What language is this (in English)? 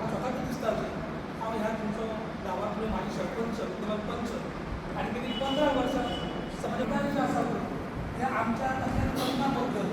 Konkani